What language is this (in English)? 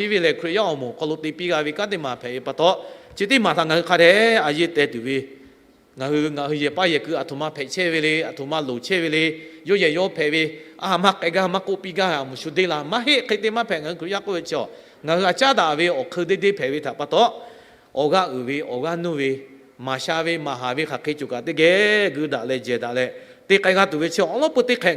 Lahu